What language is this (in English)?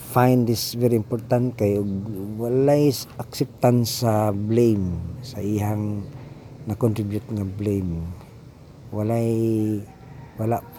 Cebuano